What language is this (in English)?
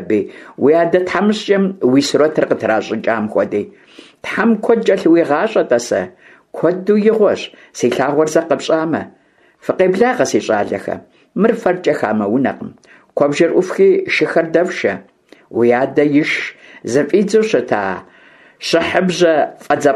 Kabardian